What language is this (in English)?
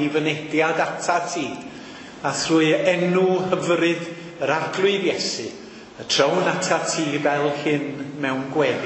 Welsh